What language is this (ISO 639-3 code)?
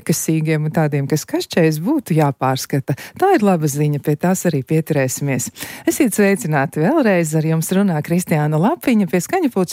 lav